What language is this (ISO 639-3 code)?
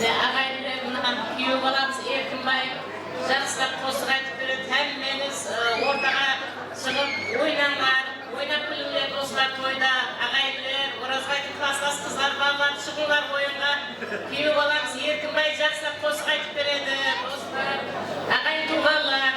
kaa